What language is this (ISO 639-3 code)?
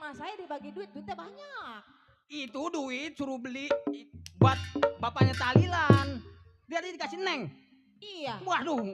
bew